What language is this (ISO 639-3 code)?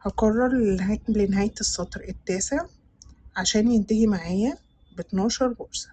arz